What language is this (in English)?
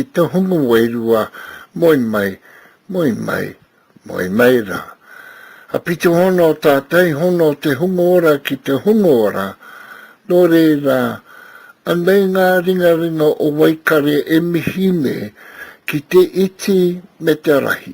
Māori